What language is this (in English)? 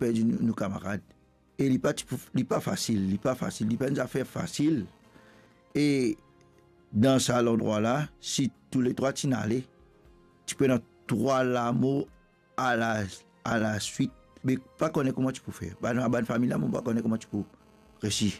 Morisyen